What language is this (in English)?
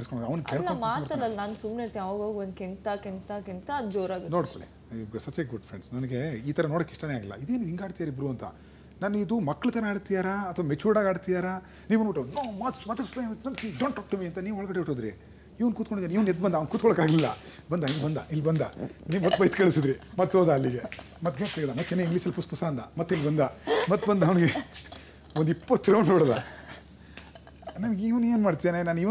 Kannada